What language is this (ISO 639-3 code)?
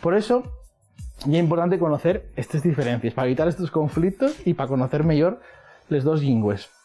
ast